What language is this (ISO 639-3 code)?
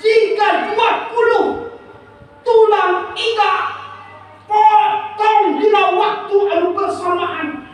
sun